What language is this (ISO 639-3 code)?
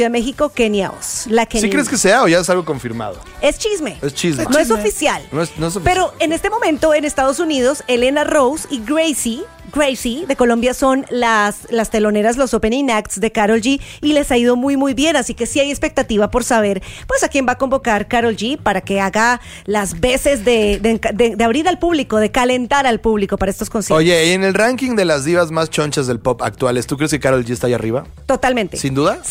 spa